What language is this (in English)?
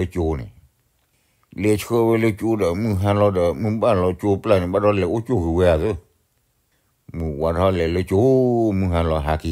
S'gaw Karen